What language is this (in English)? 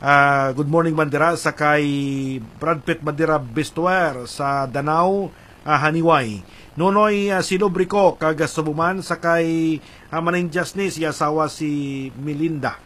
Hiligaynon